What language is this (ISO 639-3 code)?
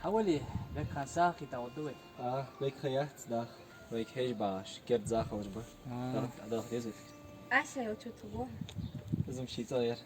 inh